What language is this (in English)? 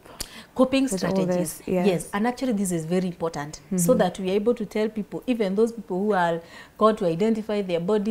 English